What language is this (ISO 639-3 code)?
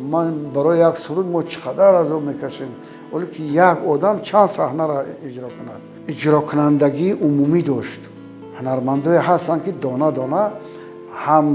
tgk